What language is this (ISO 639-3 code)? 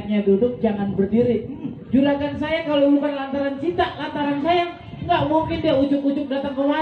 bew